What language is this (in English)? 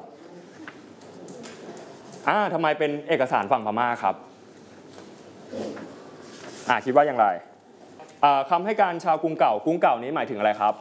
Thai